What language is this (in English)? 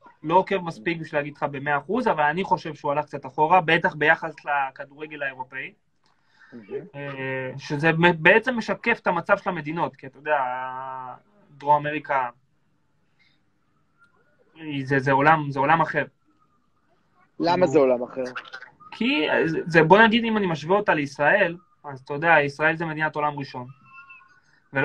Hebrew